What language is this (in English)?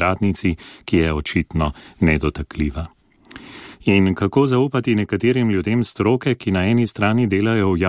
Slovenian